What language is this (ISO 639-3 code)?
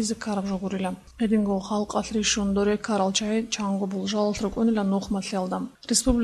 ava